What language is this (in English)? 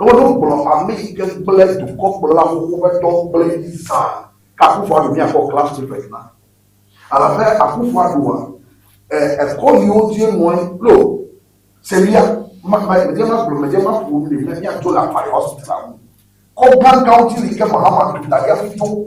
Ewe